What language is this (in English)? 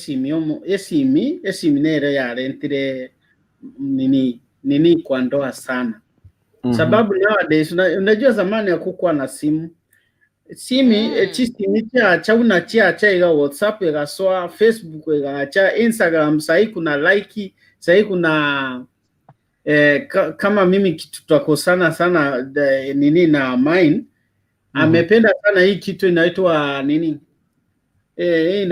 Gusii